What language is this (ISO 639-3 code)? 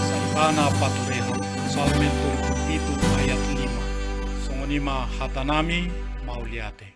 bbc